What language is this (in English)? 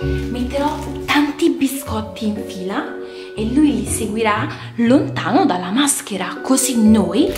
Italian